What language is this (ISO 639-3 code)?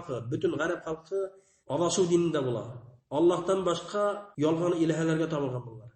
bak